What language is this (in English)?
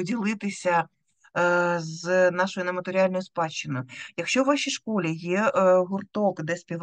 Ukrainian